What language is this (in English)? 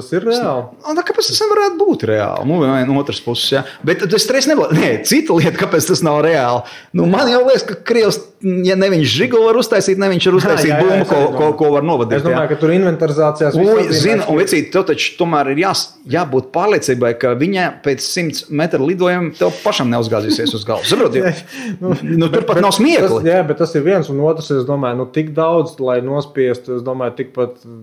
Latvian